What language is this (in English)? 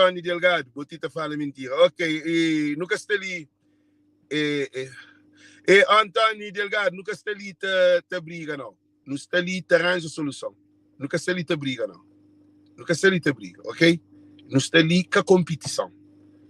Kabuverdianu